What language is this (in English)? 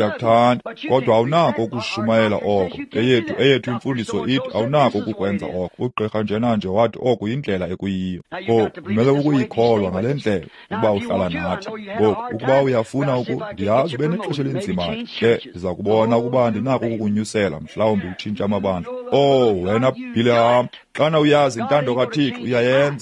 Xhosa